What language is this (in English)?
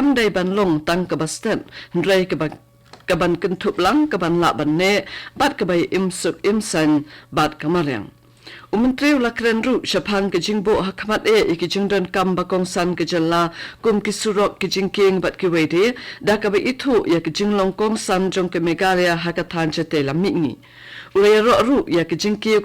Khasi